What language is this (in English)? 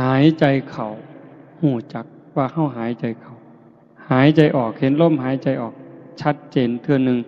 Northeastern Thai